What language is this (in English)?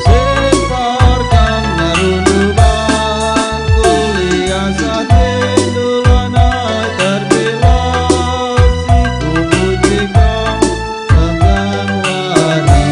Batak Karo